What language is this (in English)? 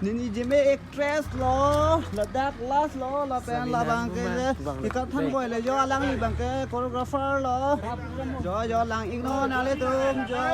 Karbi